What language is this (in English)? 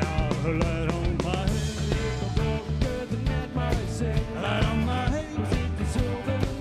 Western Frisian